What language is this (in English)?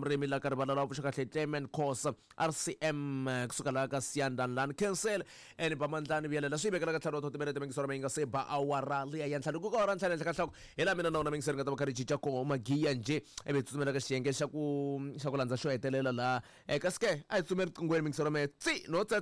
Tsonga